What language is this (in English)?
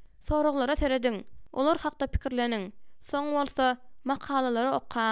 Turkmen